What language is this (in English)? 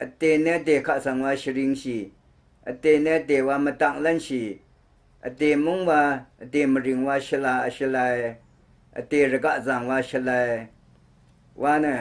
Rawang